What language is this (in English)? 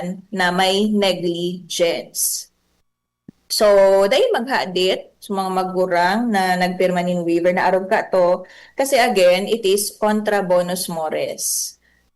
Bikol